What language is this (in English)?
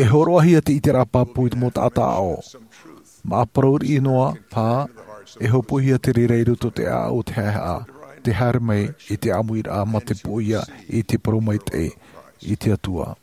Tahitian